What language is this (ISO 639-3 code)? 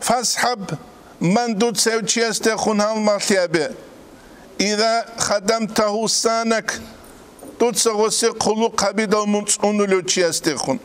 ava